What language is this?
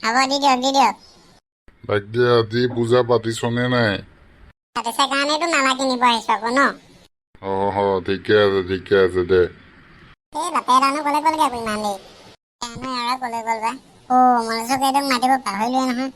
Assamese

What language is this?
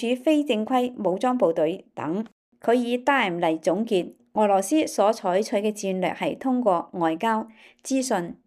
Cantonese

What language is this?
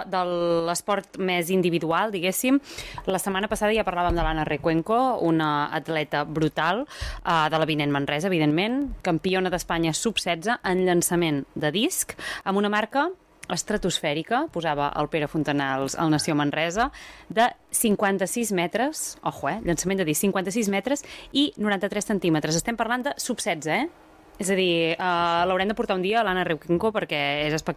Catalan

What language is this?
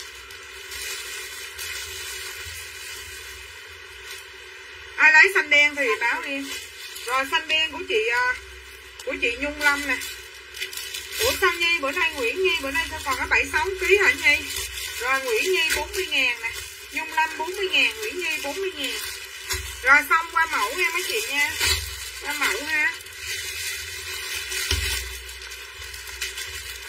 Vietnamese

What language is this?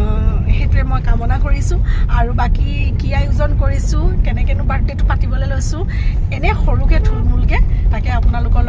Assamese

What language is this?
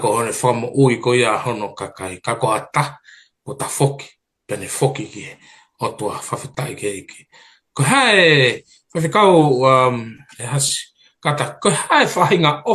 Tongan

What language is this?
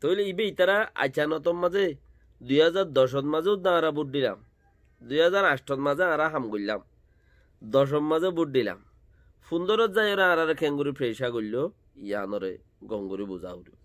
Rohingya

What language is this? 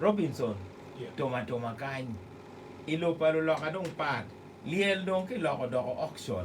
Acoli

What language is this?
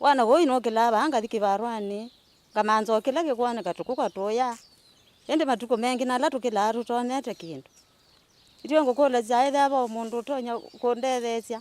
Kamba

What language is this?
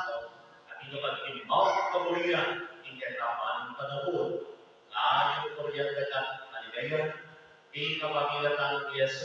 Pampanga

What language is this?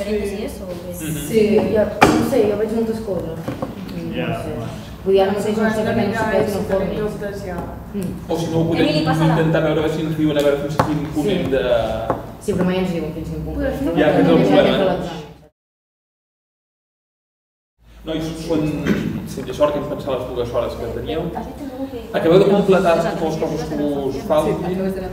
Catalan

